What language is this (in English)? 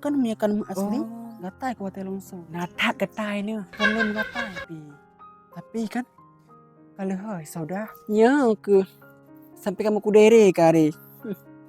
Achinese